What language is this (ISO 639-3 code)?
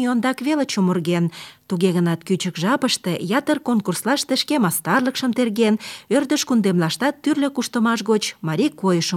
chm